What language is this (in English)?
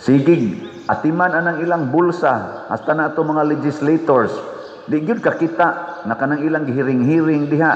Cebuano